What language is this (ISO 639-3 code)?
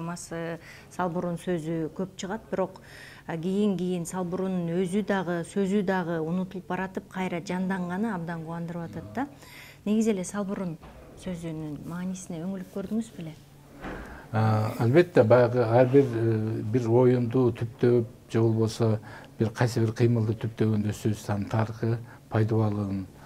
kir